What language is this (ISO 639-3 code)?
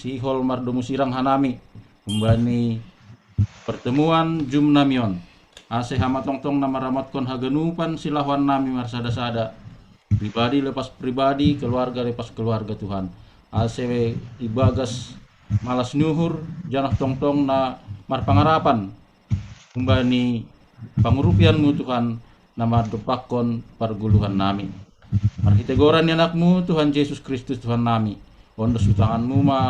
bts